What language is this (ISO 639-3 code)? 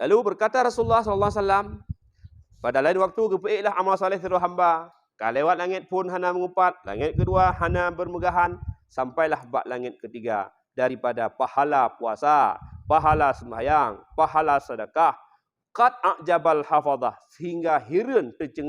ace